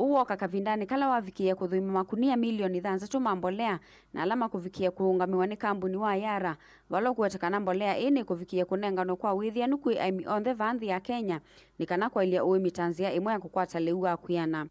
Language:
Kamba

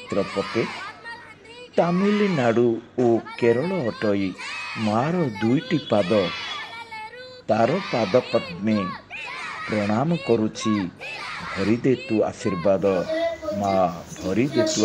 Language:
Odia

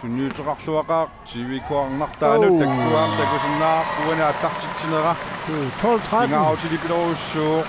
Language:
Kalaallisut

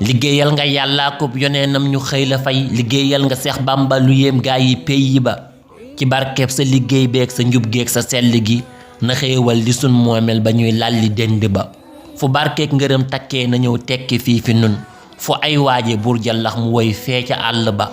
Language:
Wolof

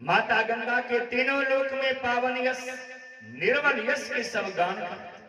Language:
Maithili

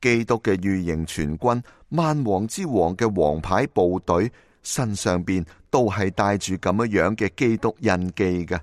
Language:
Cantonese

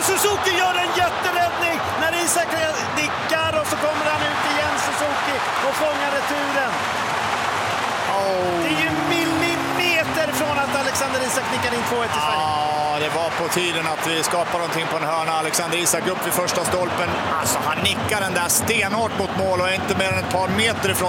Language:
Swedish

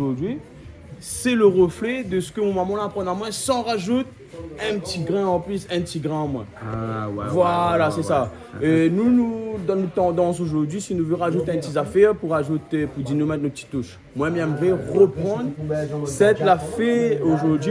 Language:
Réunion Creole French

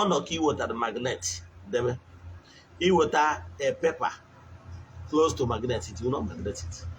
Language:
Igbo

